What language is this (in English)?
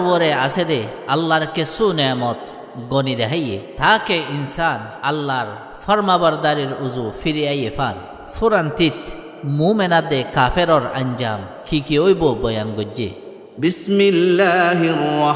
Rohingya